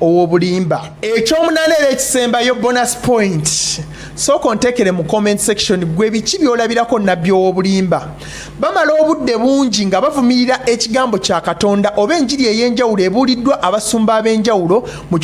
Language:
Ganda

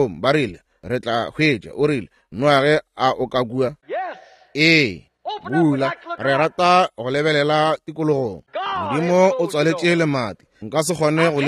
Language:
Northern Sotho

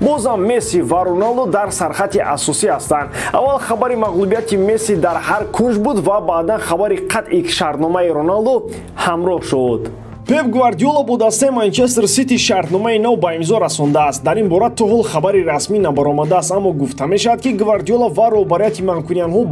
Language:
Tajik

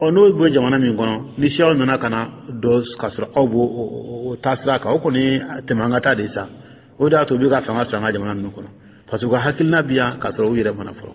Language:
Dyula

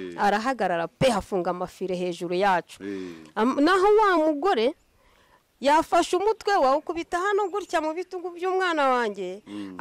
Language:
Kinyarwanda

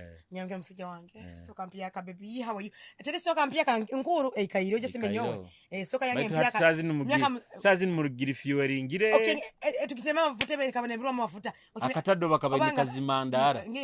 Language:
Nyoro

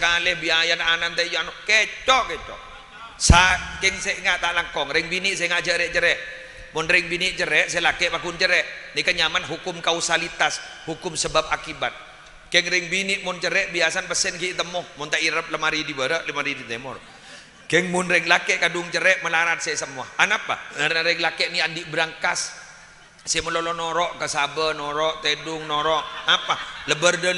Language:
Madurese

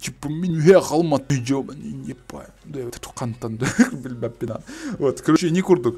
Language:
Yakut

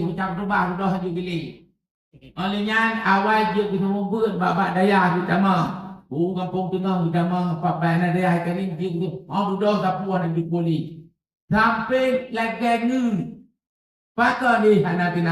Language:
Achinese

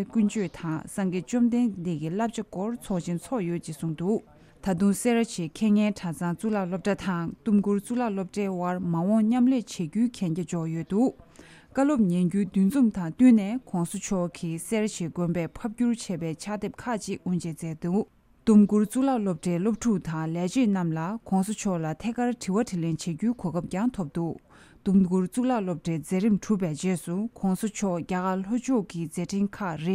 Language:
Tibetan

